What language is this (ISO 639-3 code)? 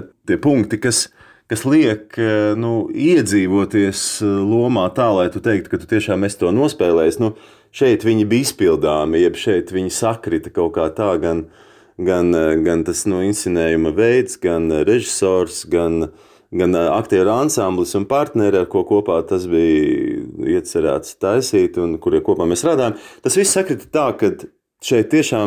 lav